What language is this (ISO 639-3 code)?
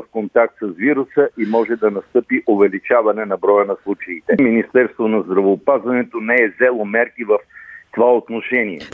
bul